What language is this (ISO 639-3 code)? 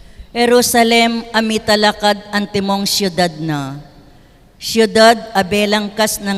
pam